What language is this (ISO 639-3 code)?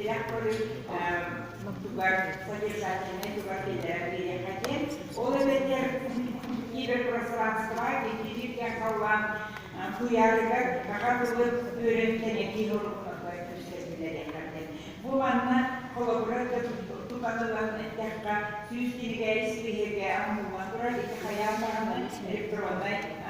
sah